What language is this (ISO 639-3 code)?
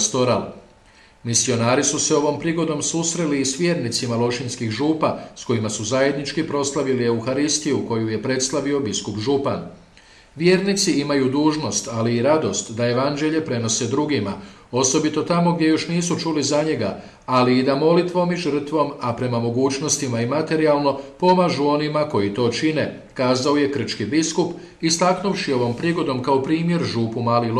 hrv